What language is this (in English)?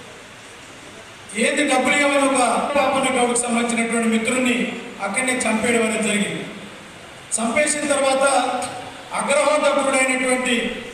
Telugu